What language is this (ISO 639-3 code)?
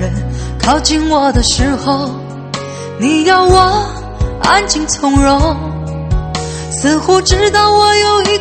zho